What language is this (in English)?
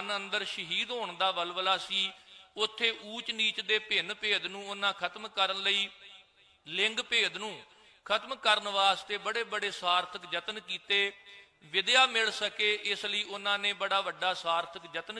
Punjabi